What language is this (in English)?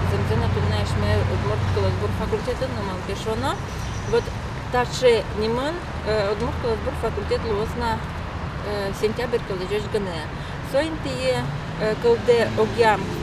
Udmurt